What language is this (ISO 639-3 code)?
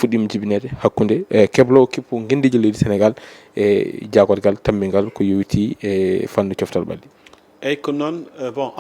ful